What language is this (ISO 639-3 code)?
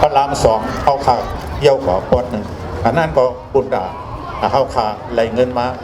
shn